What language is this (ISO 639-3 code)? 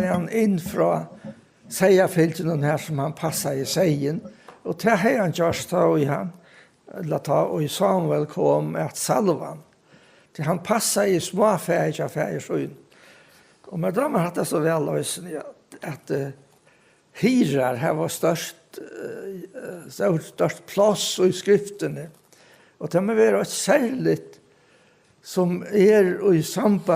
fao